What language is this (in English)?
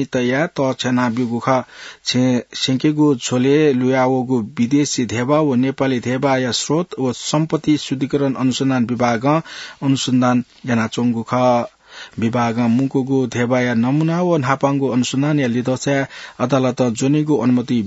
Newari